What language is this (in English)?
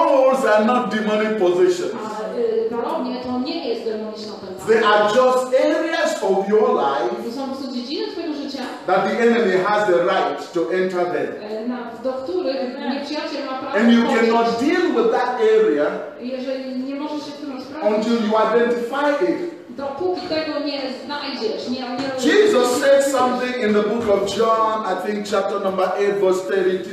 Polish